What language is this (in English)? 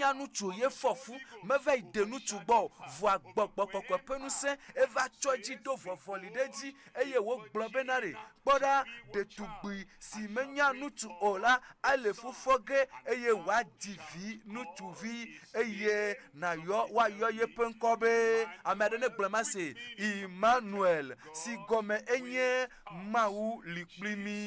Ewe